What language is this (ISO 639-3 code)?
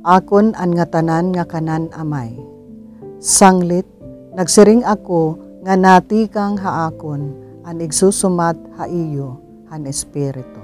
war